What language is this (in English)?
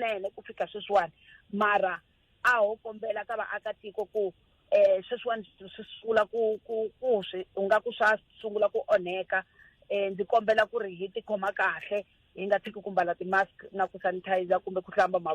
Tsonga